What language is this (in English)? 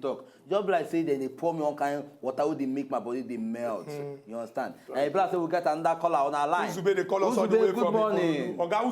Nigerian Pidgin